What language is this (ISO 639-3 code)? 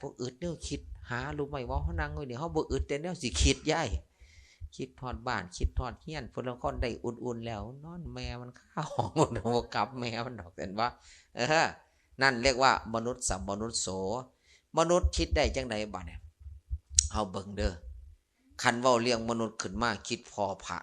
lao